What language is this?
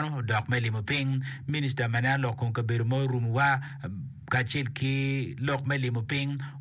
Acoli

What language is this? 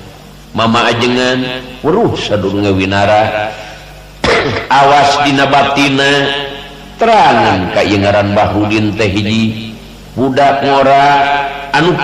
Sundanese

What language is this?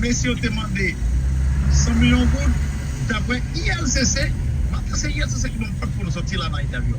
Haitian Creole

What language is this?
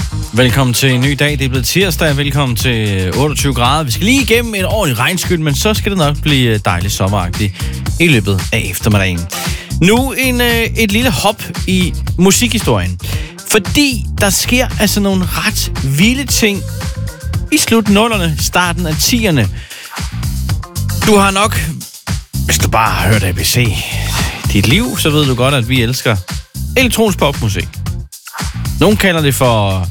Danish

